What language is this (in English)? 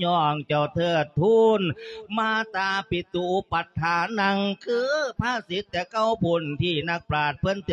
Lao